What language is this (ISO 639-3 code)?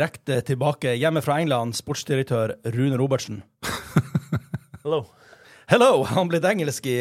nor